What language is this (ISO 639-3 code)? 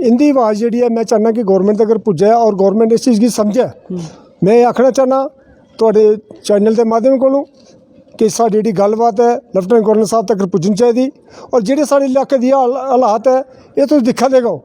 doi